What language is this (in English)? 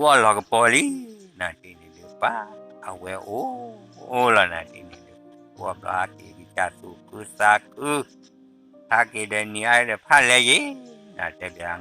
S'gaw Karen